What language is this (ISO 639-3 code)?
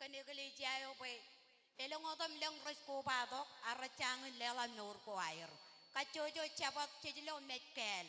mah